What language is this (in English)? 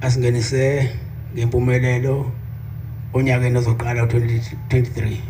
Zulu